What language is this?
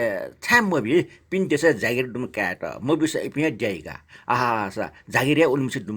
Newari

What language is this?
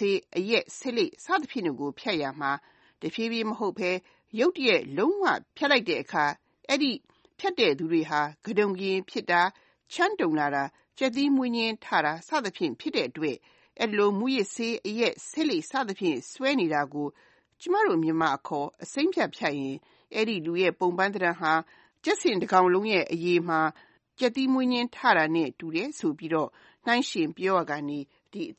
Burmese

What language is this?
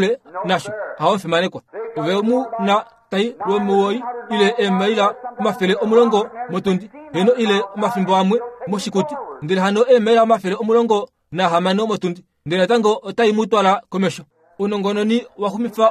Kuanyama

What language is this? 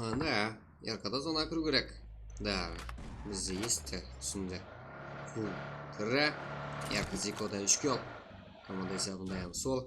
Kara-Kalpak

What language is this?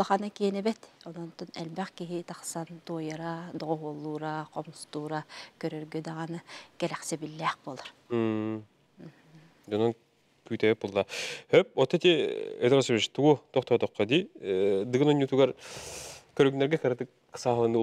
Yakut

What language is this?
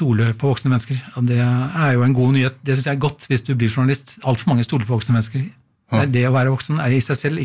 Norwegian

